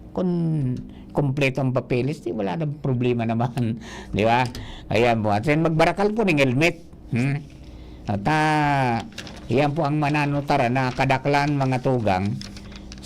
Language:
Bikol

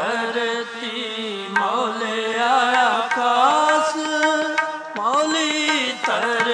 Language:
Punjabi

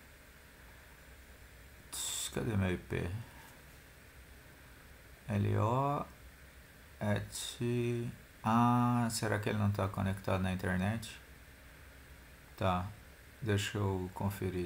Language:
Portuguese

